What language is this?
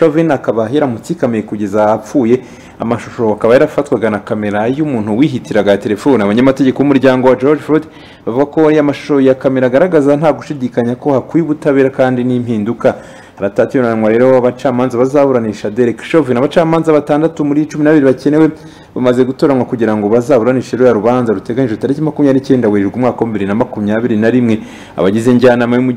Kinyarwanda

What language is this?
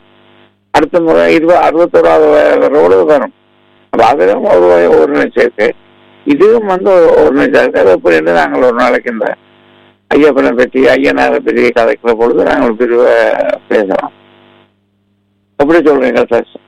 Tamil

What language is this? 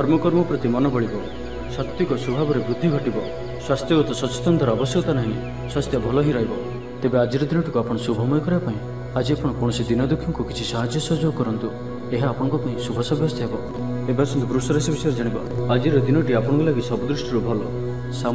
Odia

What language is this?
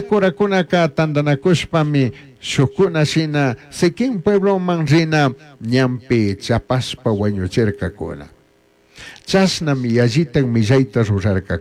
Chimborazo Highland Quichua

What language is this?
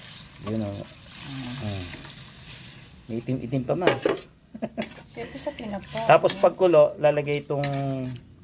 Filipino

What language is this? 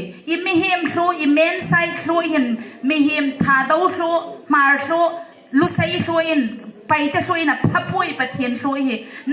Hmar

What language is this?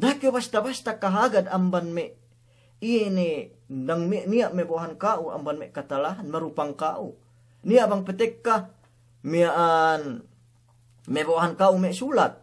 Yakan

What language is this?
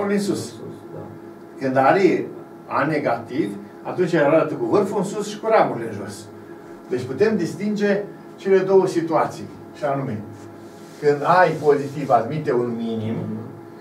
Romanian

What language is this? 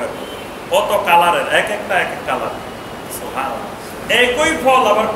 Bangla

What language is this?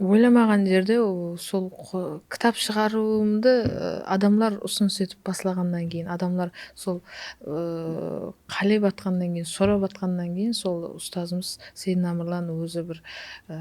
Kara-Kalpak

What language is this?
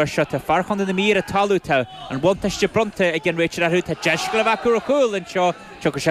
Irish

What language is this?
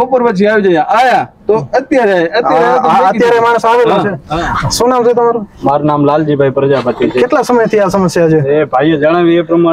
Gujarati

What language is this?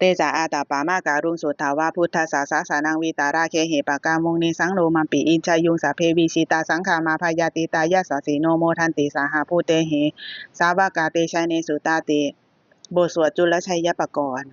Pali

